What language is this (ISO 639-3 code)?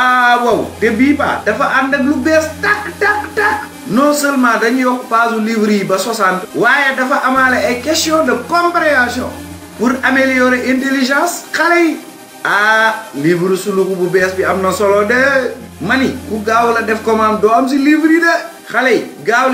wol